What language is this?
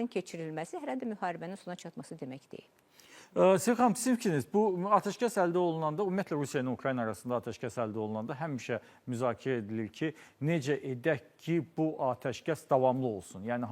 Azerbaijani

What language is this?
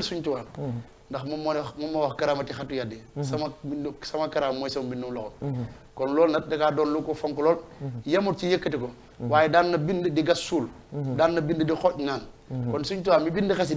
Wolof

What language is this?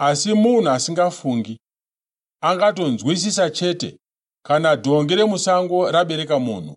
Shona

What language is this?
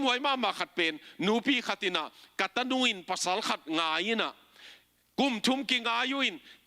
Tedim Chin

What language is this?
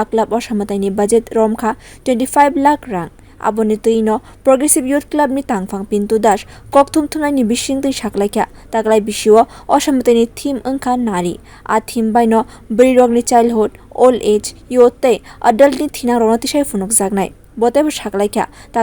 Kok Borok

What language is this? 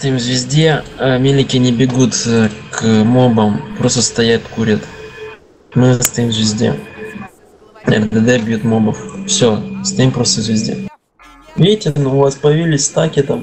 Russian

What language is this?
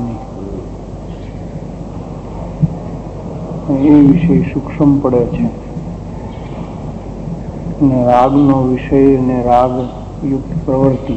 Gujarati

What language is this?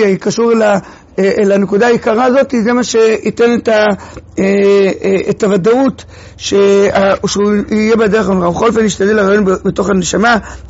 Hebrew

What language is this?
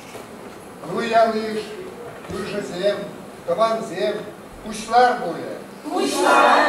Chuvash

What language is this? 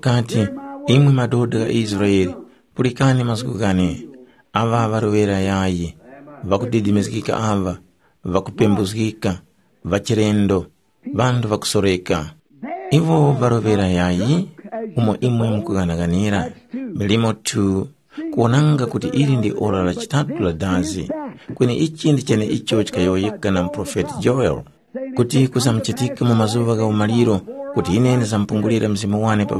Tumbuka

